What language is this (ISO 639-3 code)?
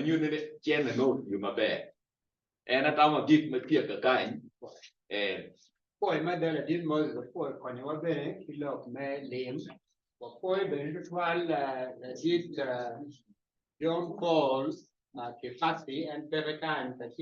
ach